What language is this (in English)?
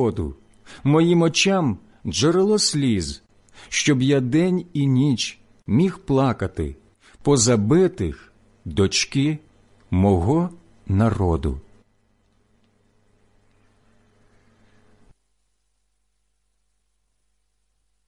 Ukrainian